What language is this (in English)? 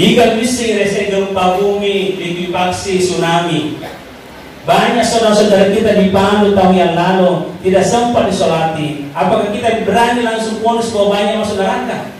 Buginese